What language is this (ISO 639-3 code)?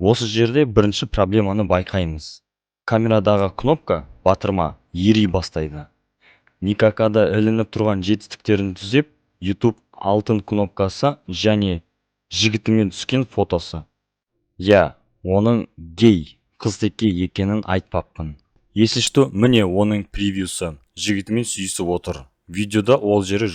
kaz